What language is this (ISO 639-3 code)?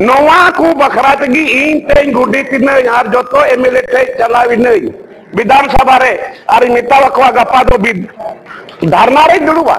sat